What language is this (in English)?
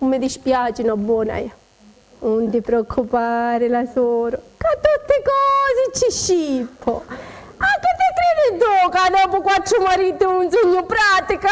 Sicilian